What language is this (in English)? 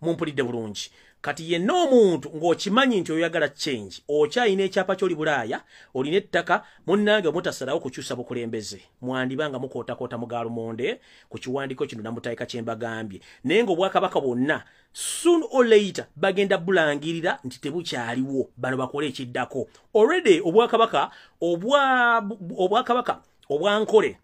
Ganda